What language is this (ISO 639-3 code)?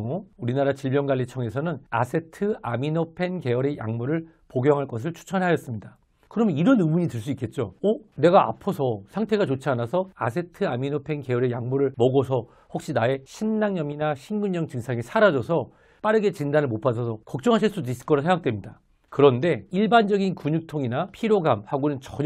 kor